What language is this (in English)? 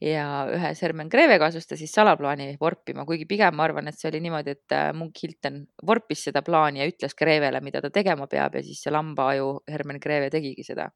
Estonian